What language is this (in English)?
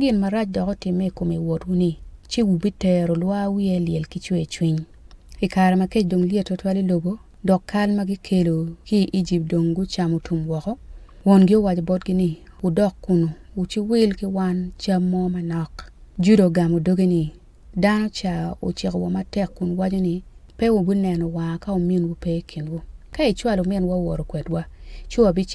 Acoli